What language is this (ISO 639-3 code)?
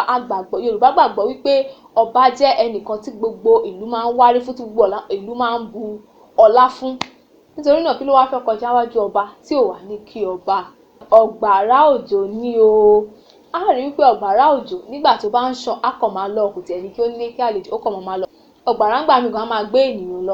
yor